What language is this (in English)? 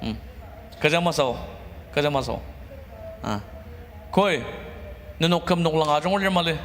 Ao Naga